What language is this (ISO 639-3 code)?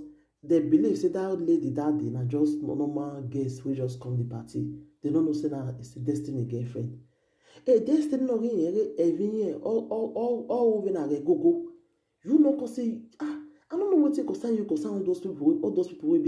pcm